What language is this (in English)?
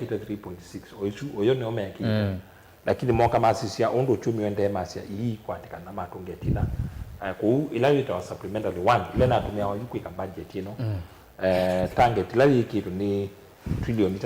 Kamba